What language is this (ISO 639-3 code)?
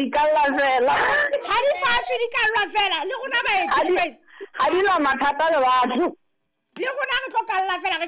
sot